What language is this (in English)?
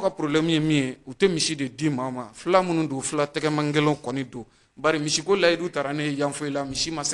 Bambara